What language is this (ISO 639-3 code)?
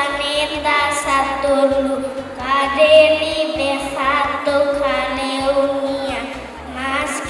tet